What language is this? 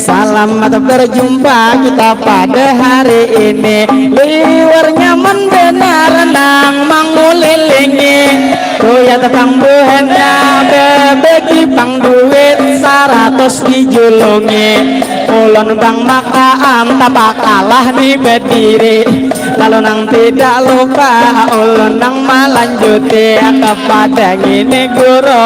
Banjar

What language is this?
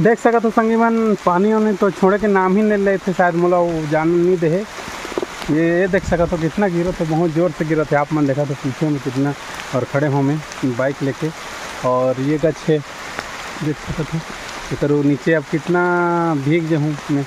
Chhattisgarhi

